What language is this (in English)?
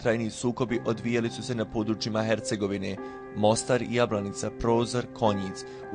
Bosnian